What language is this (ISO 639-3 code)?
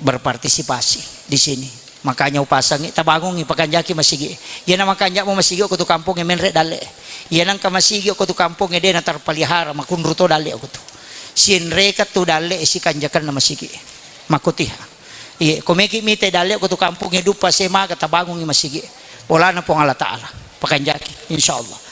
bug